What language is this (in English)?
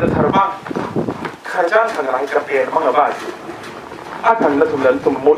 Tangkhul Naga (India)